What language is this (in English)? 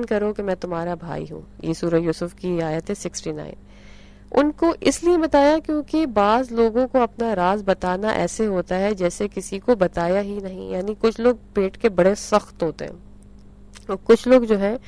Urdu